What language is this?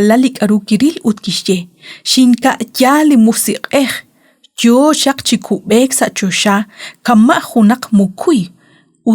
Kekchí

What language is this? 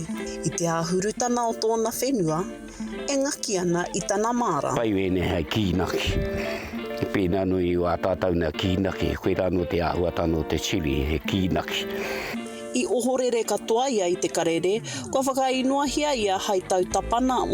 Māori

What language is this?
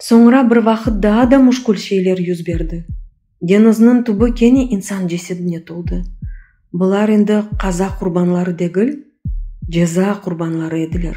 Crimean Tatar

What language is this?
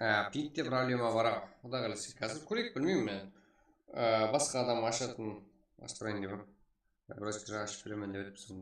Kara-Kalpak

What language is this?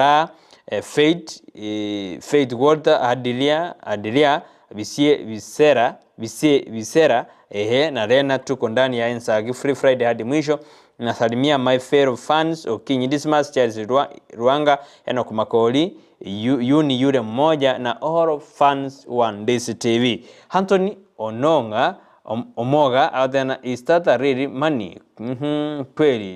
Gusii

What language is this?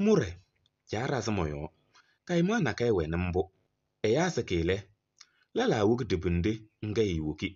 Kabiyè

